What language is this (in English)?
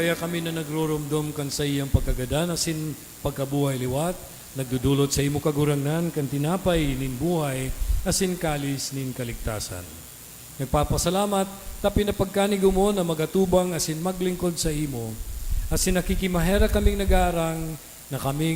Bikol